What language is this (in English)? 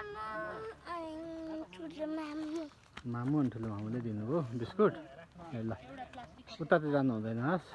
Nepali